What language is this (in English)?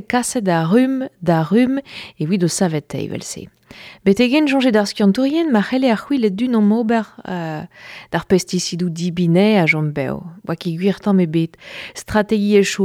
Breton